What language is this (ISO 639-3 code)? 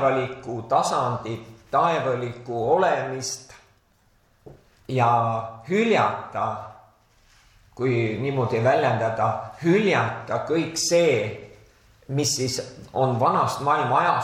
est